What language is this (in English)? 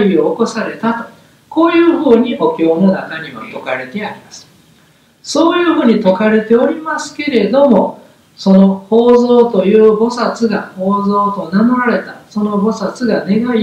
Japanese